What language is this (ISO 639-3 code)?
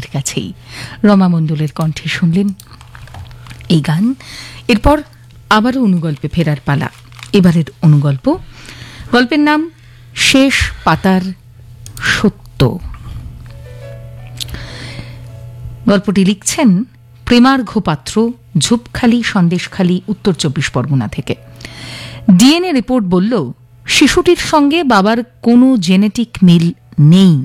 ben